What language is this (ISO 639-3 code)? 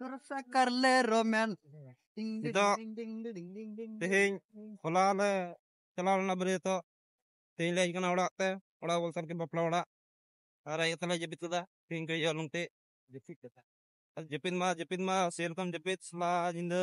sat